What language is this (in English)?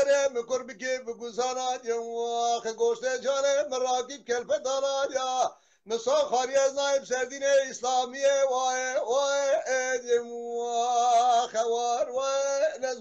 Kurdish